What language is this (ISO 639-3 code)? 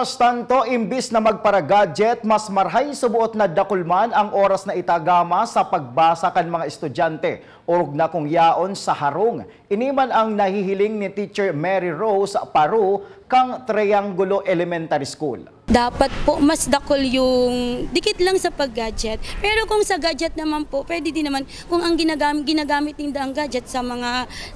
bik